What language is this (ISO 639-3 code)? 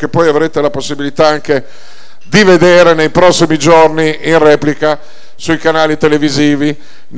ita